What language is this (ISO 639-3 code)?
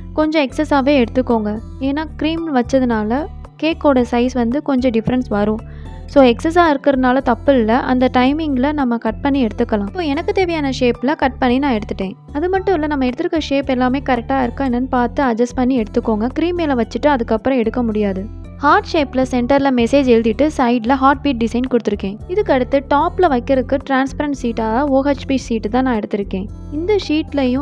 tam